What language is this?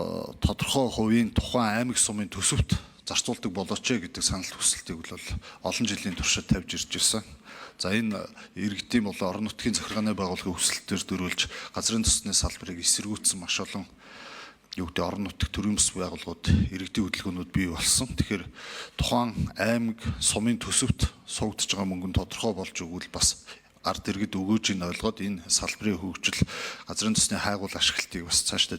Mongolian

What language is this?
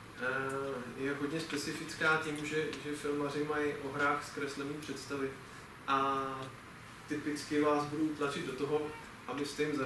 Czech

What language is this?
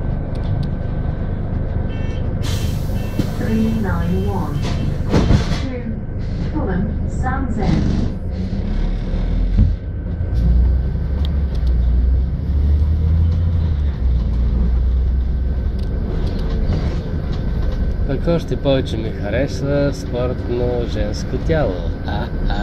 Bulgarian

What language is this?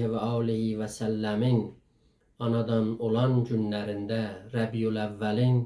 South Azerbaijani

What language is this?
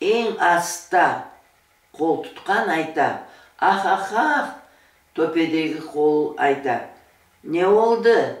Crimean Tatar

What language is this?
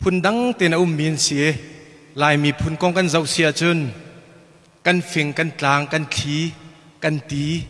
Hakha Chin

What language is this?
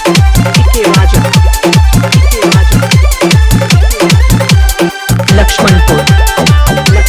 Bhojpuri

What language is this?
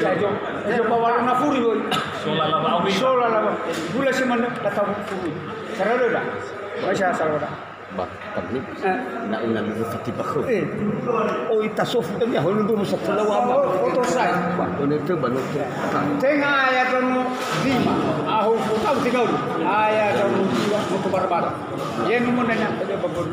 Nias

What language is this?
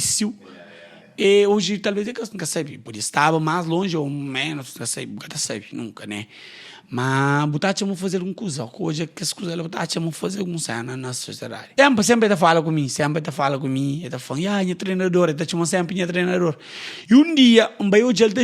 Kabuverdianu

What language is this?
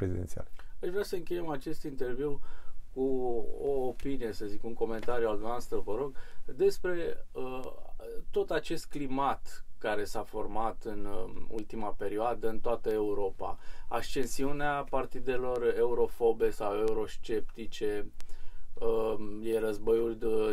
Romanian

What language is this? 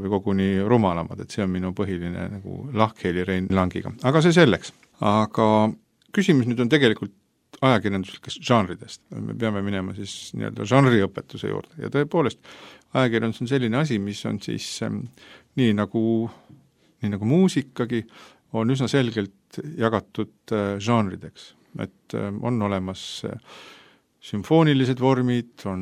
Estonian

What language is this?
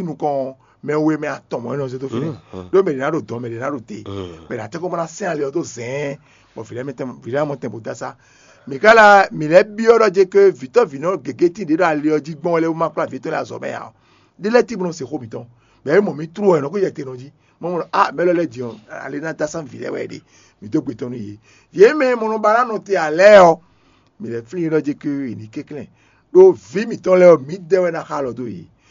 Fon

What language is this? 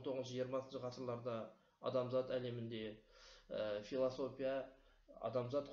Kazakh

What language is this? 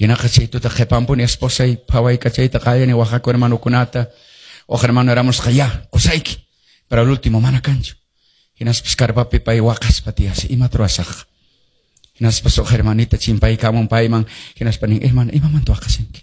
Quechua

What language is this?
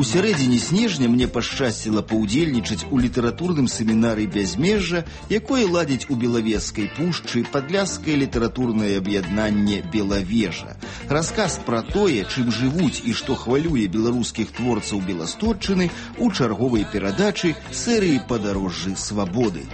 Belarusian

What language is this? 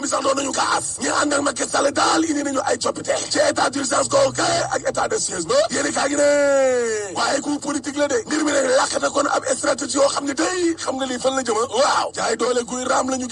Wolof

